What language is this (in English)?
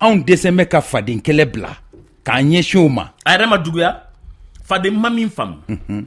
Bambara